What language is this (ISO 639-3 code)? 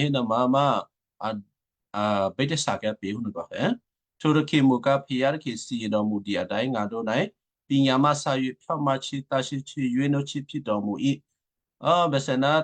kyu